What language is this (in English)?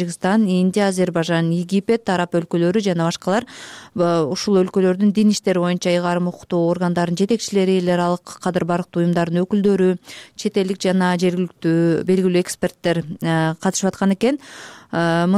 Kyrgyz